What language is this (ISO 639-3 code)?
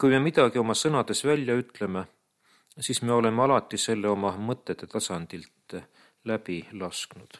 est